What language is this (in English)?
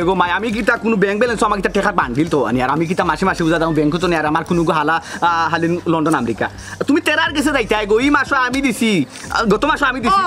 Sylheti